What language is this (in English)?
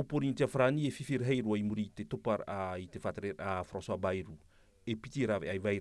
Tahitian